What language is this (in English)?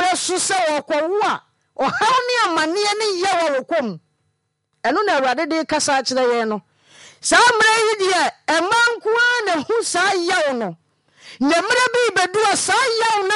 Akan